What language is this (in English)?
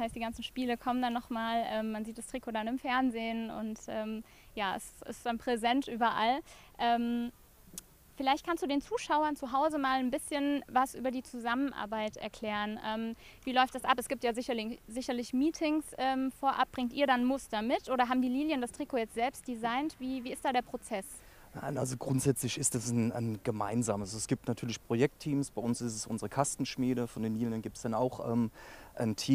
German